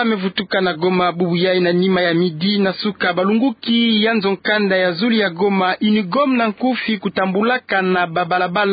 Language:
Kituba (Democratic Republic of Congo)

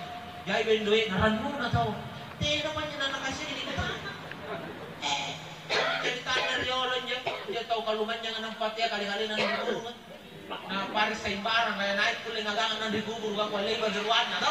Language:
Makasar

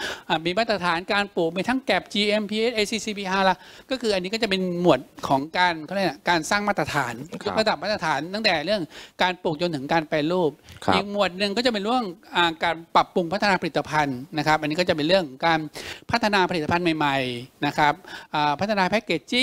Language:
Thai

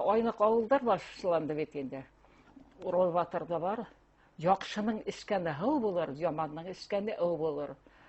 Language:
Bashkir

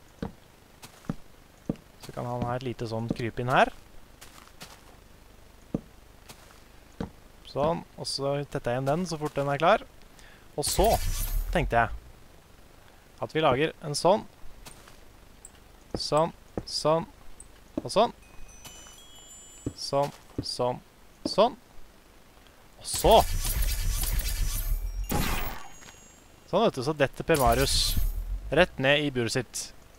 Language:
Norwegian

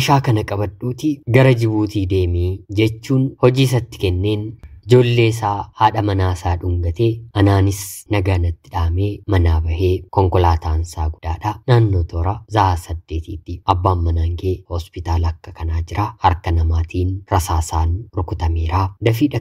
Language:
Oromo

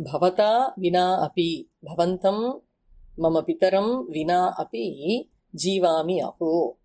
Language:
Sanskrit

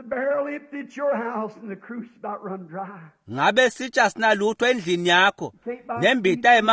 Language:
Swati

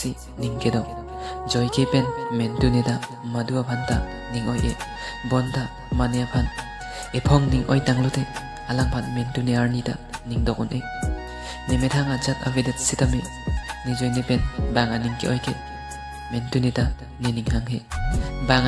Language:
Karbi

